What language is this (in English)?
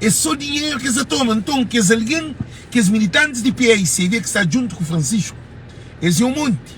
Kabuverdianu